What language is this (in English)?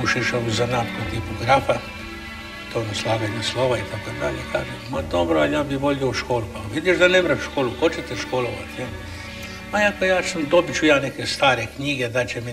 Croatian